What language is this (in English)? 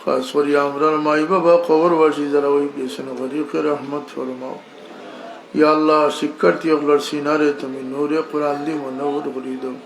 Sylheti